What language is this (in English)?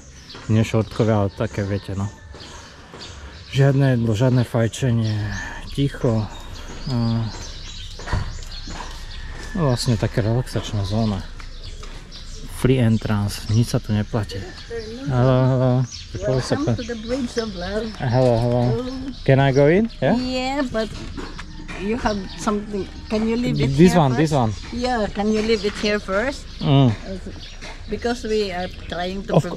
Slovak